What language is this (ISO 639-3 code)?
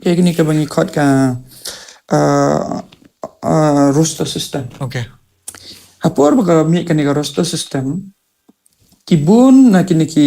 kha